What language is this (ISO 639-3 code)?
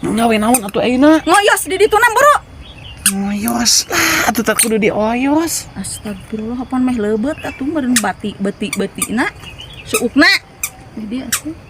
sun